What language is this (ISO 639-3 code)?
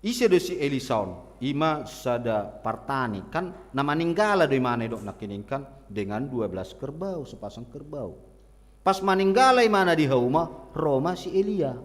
bbc